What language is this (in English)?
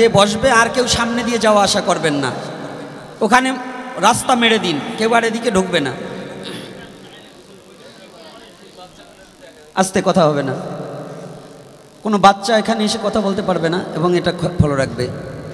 Bangla